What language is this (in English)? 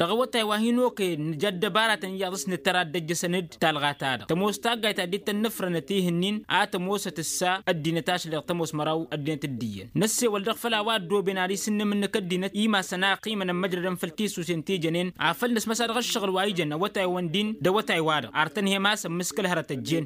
Tamasheq